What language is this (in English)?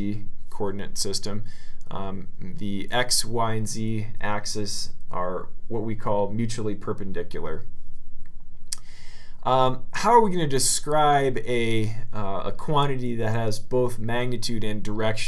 English